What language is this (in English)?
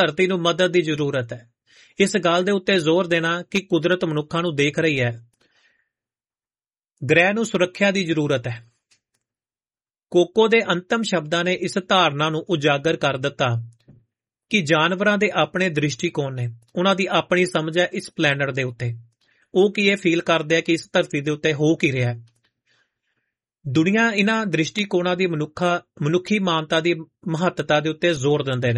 Punjabi